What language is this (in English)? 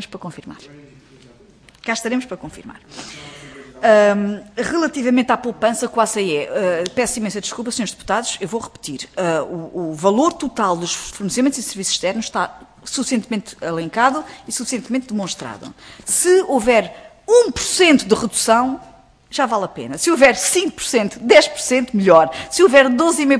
Portuguese